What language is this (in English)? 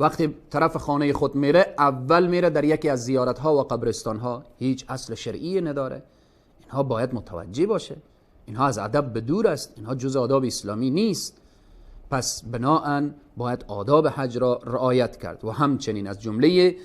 Persian